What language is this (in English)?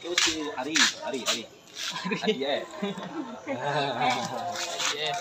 Minangkabau